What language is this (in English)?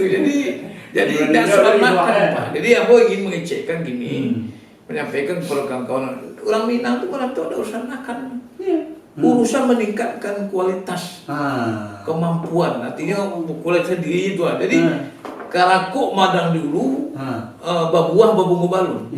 Minangkabau